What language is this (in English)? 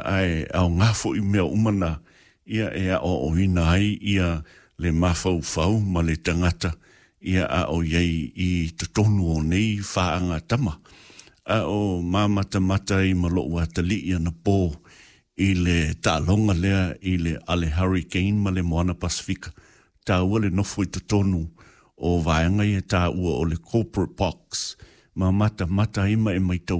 Samoan